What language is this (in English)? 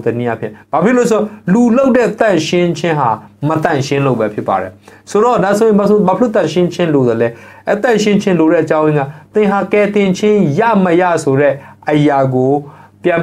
Burmese